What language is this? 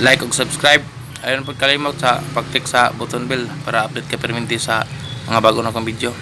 Cebuano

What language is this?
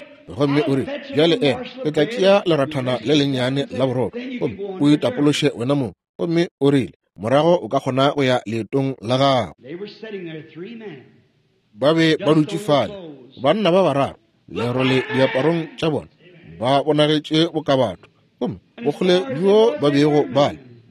Northern Sotho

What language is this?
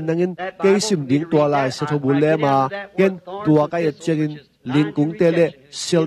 Tedim Chin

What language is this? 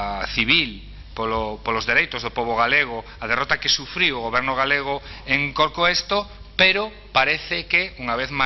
Galician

